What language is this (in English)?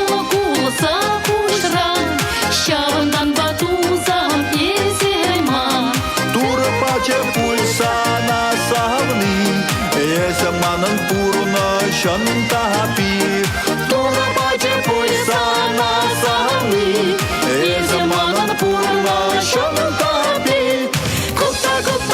Chuvash